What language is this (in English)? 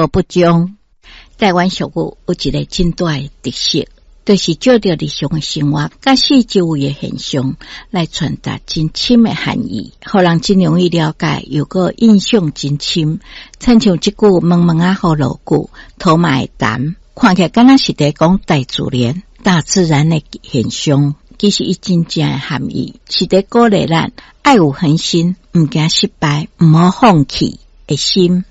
Min Nan Chinese